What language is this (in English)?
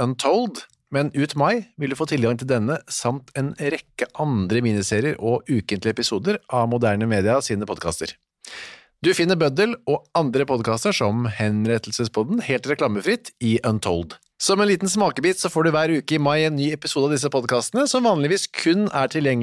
Norwegian